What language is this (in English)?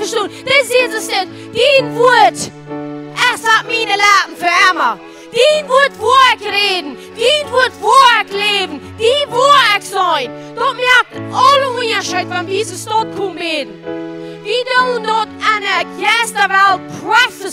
Plautdietsch